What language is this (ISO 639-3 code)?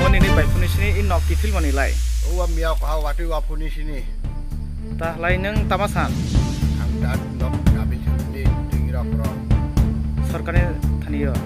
trp